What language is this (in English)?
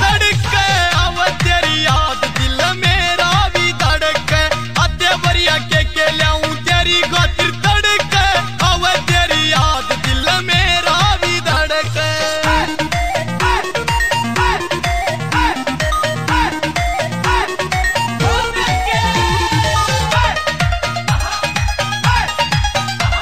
Bhojpuri